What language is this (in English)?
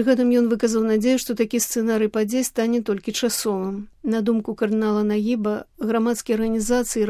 Belarusian